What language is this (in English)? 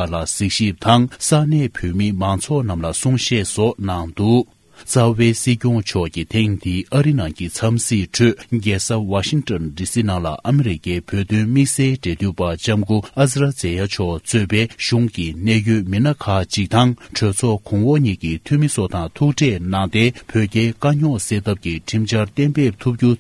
Tibetan